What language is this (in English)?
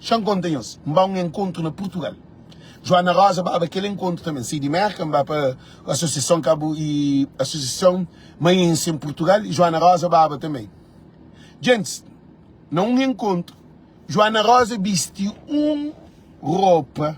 Kabuverdianu